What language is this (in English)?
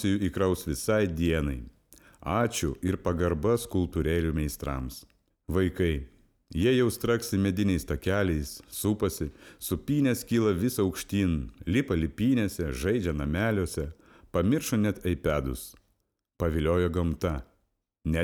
Lithuanian